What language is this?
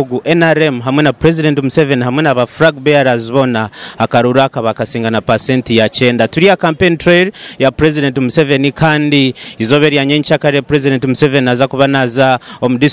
Nyankole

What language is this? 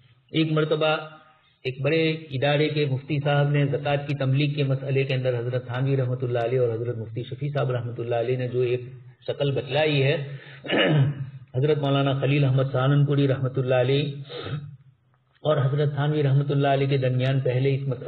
Urdu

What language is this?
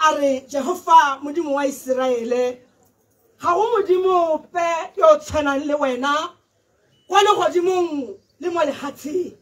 Tswana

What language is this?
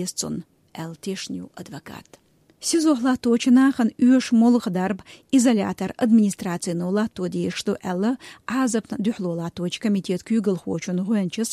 Chechen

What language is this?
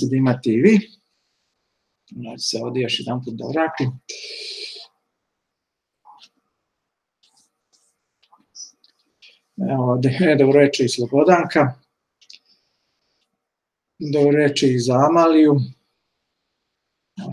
Serbian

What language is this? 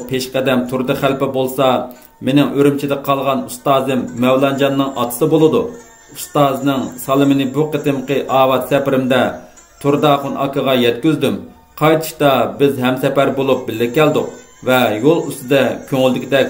Uyghur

